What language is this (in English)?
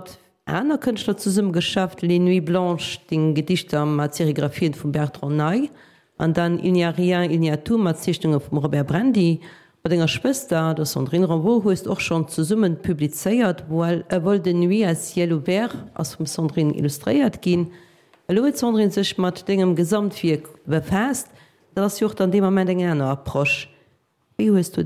Luxembourgish